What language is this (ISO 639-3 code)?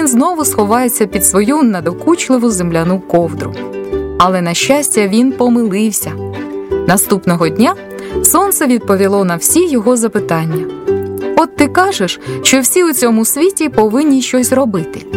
ukr